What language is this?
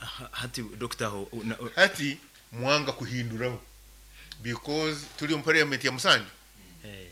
Nyoro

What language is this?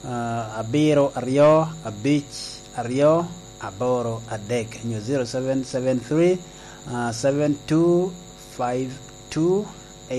Lango (Uganda)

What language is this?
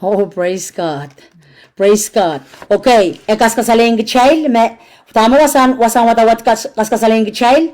Pohnpeian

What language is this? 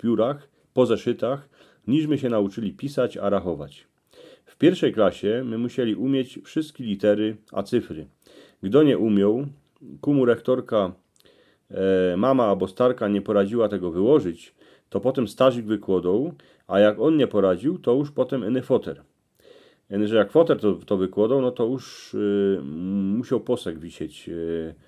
Silesian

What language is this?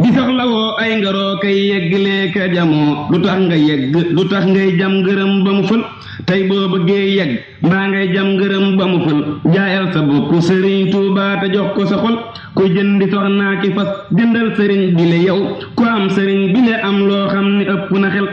Wolof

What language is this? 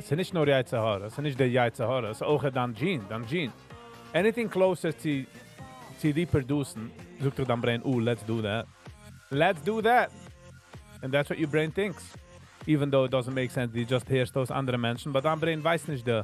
Yiddish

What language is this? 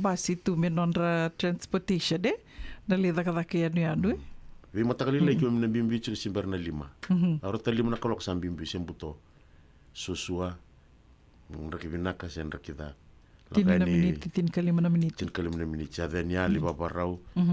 Fijian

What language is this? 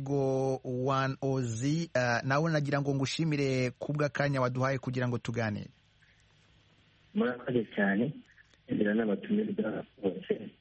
Kinyarwanda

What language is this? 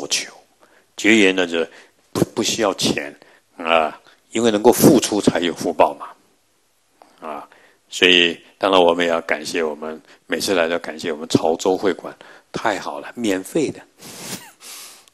Chinese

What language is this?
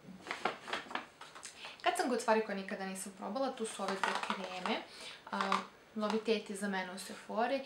Serbian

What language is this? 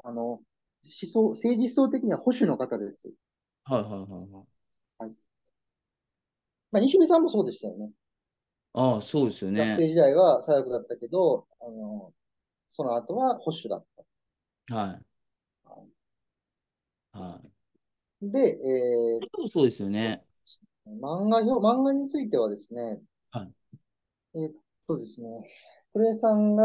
Japanese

